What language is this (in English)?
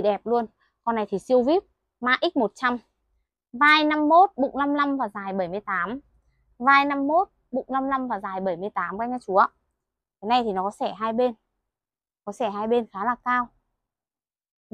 Vietnamese